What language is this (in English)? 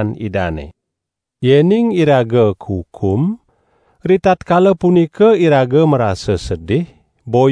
Balinese